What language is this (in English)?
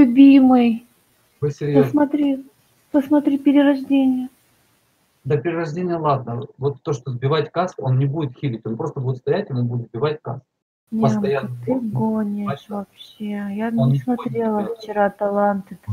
Russian